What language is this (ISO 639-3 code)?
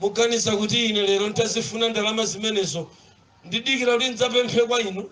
nya